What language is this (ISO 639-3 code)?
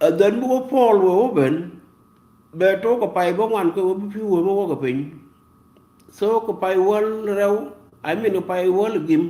nus